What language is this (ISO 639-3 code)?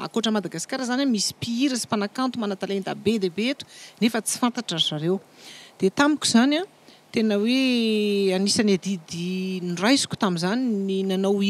mlg